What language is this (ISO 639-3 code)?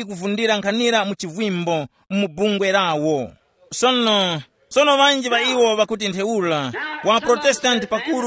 tum